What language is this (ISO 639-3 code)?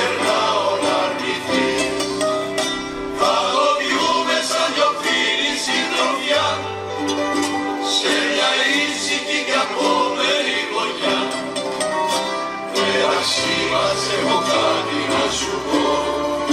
ell